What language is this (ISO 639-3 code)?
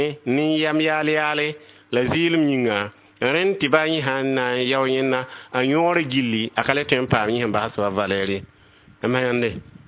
mos